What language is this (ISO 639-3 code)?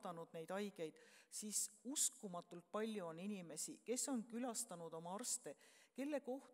est